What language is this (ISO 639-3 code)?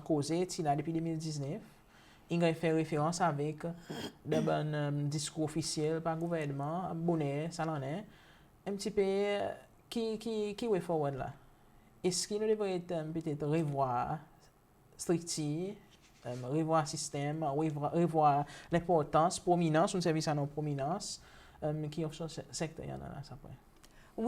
crs